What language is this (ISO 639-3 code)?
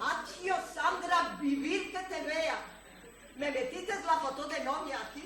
lad